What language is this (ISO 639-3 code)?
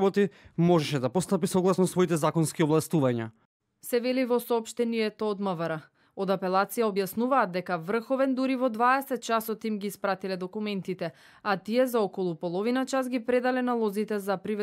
mkd